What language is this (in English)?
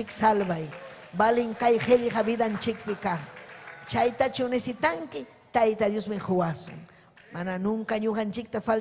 Ayacucho Quechua